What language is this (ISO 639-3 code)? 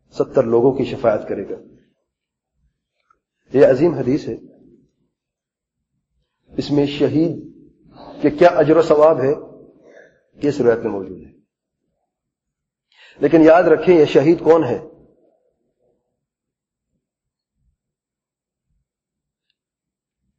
urd